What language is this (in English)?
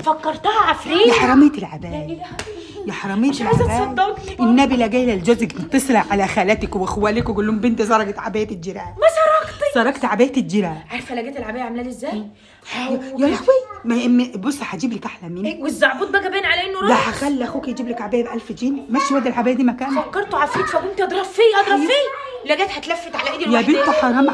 Egyptian Arabic